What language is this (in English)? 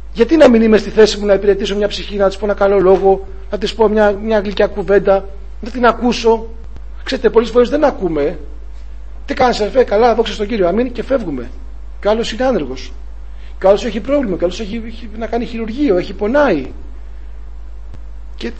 Greek